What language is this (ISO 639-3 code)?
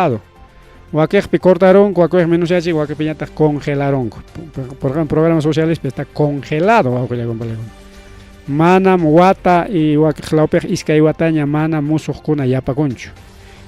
quy